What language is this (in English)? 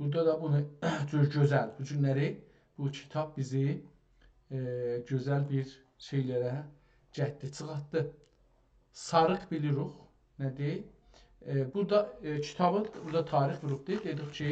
South Azerbaijani